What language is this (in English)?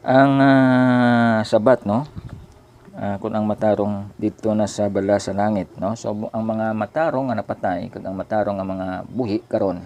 Hiligaynon